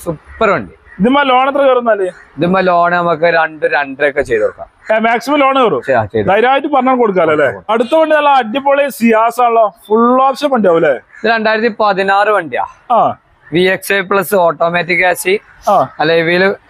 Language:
Malayalam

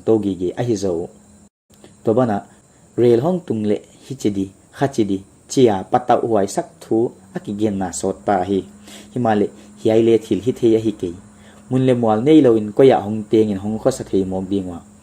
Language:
Paite Chin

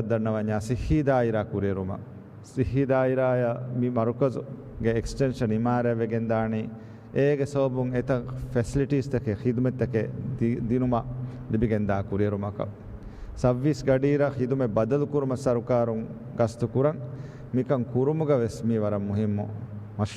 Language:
Divehi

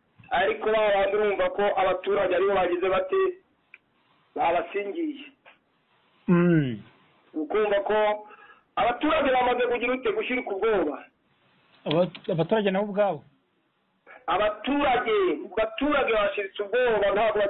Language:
Kinyarwanda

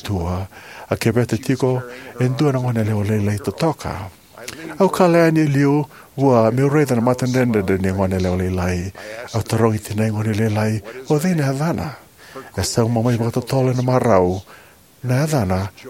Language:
Fijian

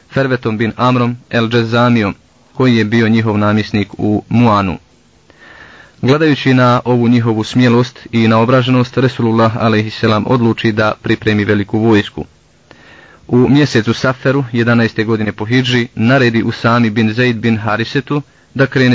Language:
Bosnian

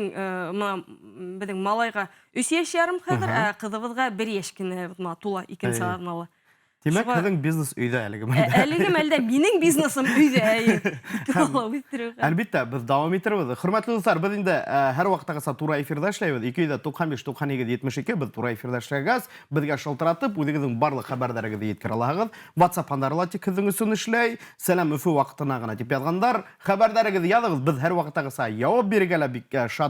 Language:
Bashkir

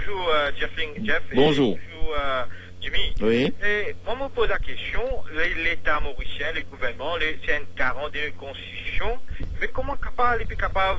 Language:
Morisyen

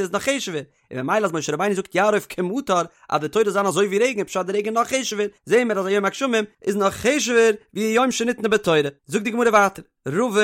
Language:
Yiddish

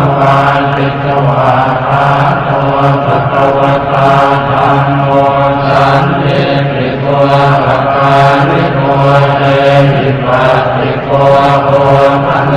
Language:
Pali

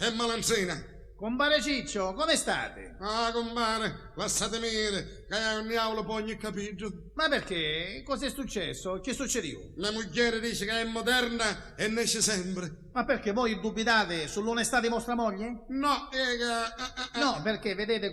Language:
Sicilian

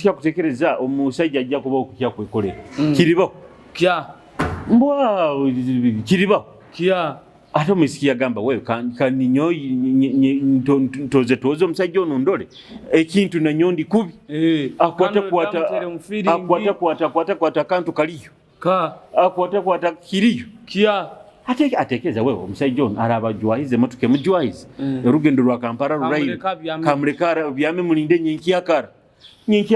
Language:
Nyoro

